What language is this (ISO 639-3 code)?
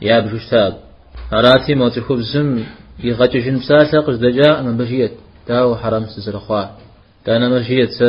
kbd